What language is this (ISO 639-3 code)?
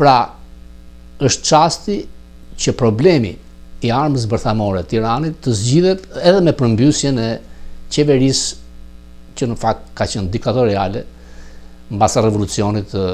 sqi